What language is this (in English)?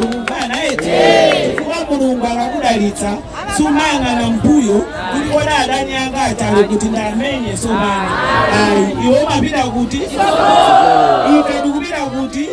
Nyanja